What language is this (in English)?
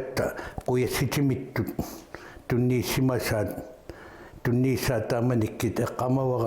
Kalaallisut